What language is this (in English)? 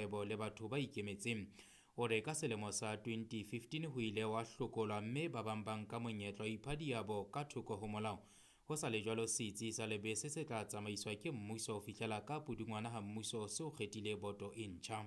Southern Sotho